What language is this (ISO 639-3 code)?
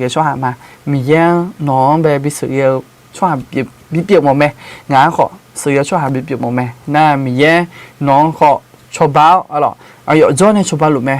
ahk